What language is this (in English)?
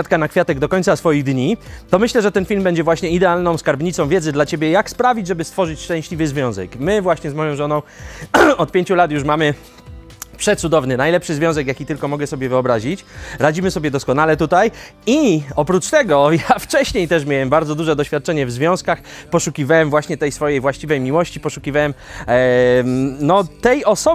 Polish